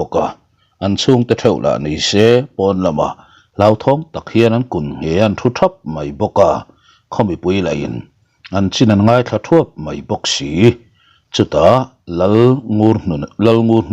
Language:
Mizo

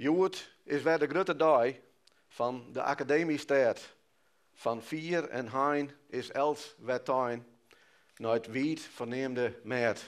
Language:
Western Frisian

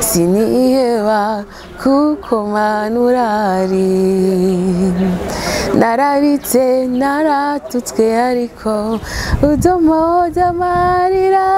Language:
Rundi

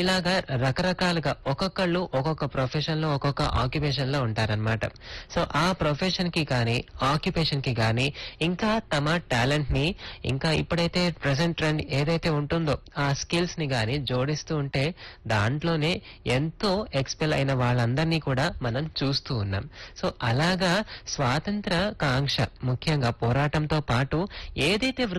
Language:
Telugu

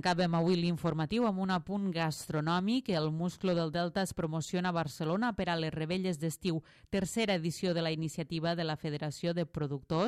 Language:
Catalan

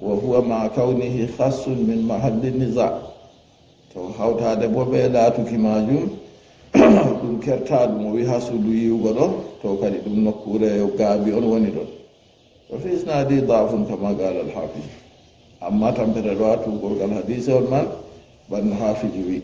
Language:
Fula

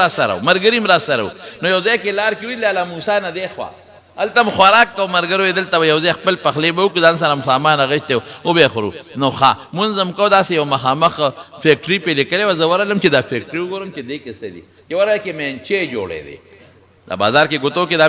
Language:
Pashto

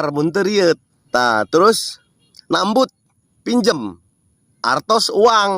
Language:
Sundanese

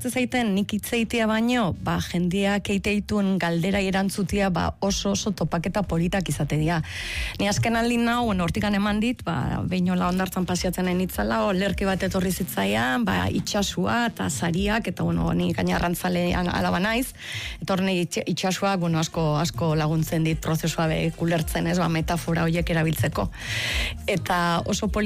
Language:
Basque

